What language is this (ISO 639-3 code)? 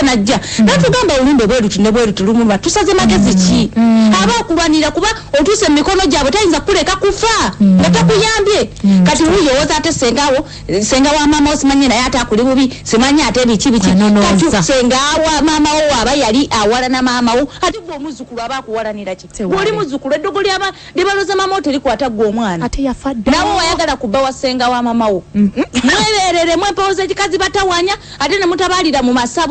lug